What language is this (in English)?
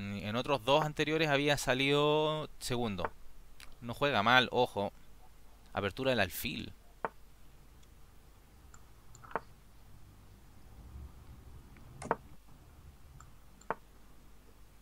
Spanish